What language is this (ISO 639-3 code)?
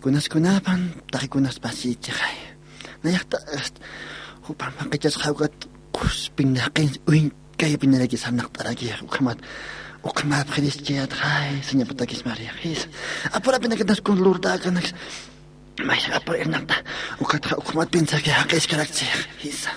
aym